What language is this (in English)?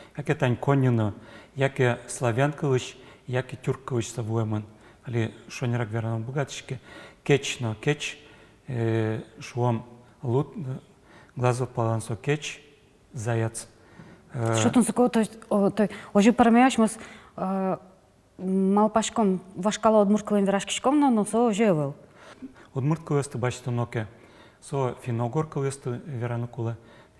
Udmurt